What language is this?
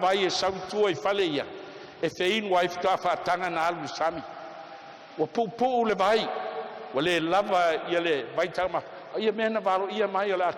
Samoan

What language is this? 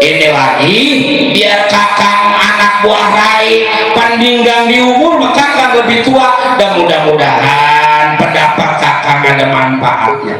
Betawi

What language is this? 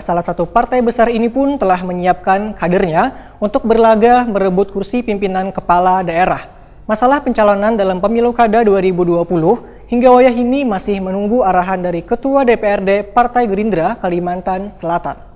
Banjar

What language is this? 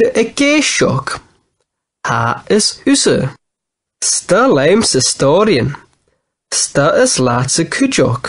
Scottish Gaelic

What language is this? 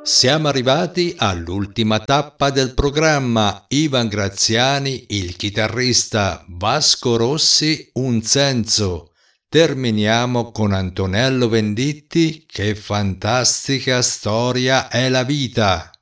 Italian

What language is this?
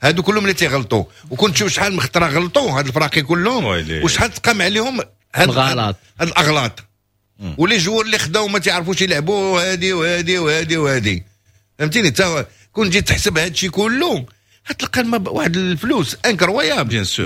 Moroccan Arabic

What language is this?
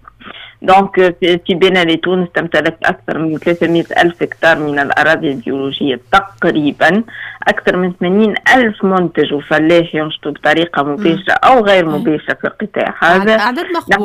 Tunisian Arabic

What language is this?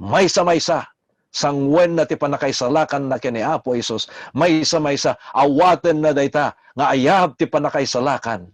Iloko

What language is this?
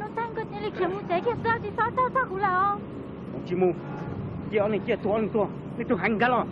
Hmong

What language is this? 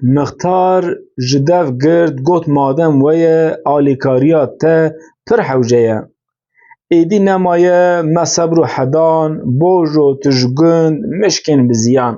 Kurdish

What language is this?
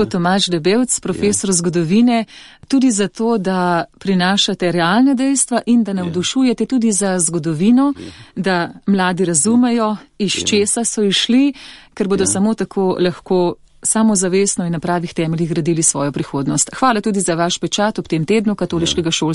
Slovenian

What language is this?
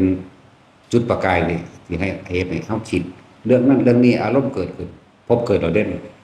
Lao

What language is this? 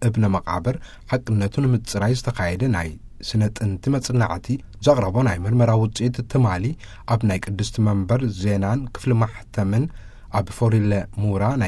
Tigrinya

